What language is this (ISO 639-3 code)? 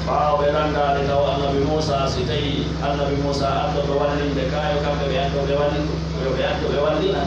fuf